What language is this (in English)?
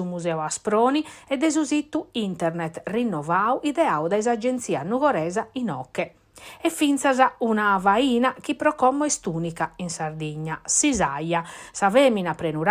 Sardinian